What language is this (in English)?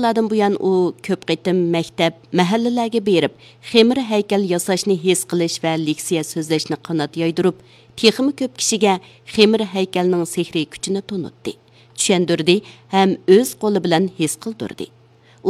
Uyghur